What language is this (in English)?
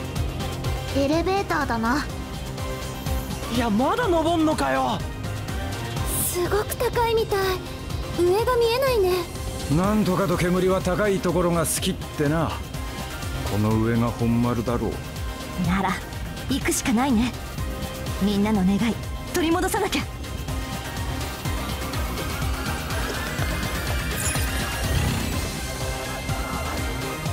Japanese